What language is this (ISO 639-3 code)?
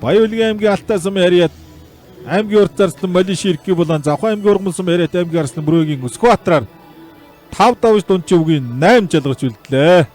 mon